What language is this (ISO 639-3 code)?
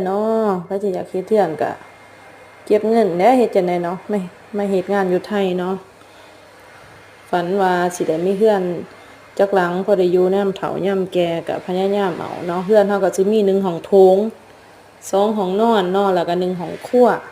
lao